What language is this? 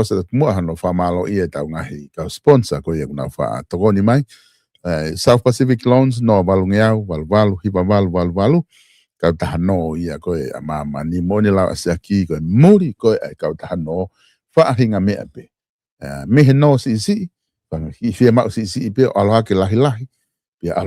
Tongan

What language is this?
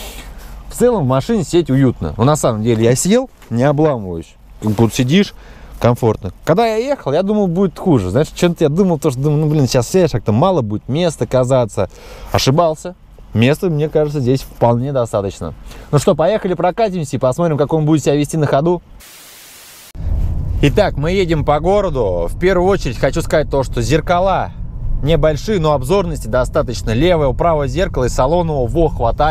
Russian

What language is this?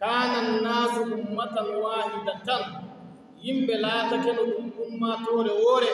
Fula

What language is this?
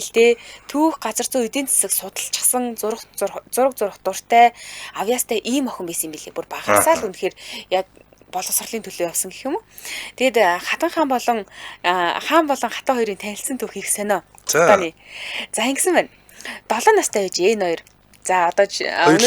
Mongolian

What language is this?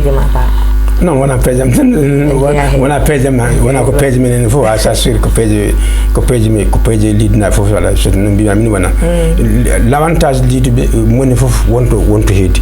Fula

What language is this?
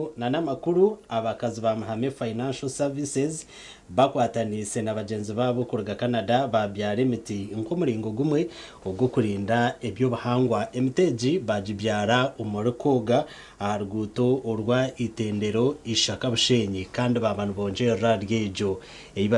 Nyankole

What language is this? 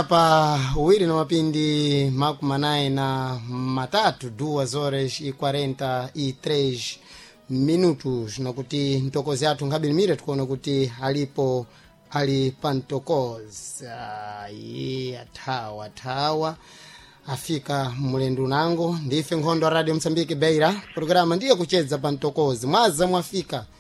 Sena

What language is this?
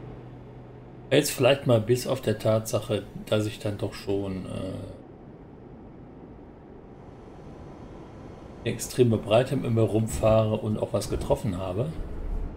German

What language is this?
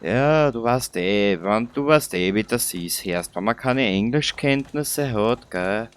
Bavarian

